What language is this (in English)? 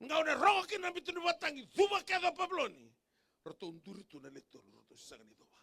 Fijian